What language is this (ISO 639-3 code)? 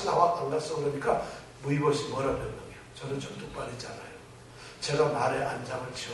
kor